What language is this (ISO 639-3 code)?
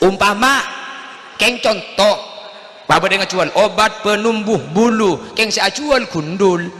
mad